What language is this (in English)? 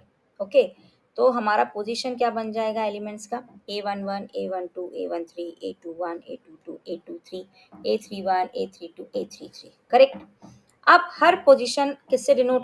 Hindi